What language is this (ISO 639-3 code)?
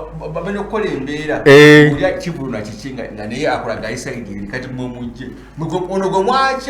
lug